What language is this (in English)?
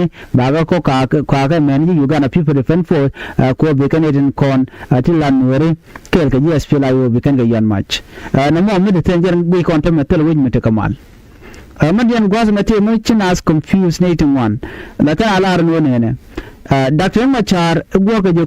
Nuer